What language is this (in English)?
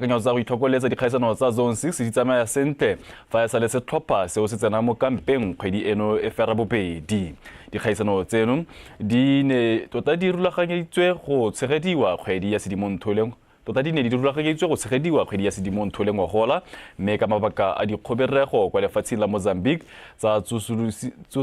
Tswana